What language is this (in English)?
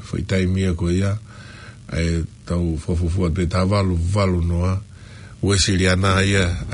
Tongan